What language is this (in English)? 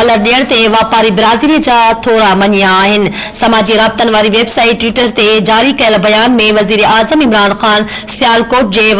Sindhi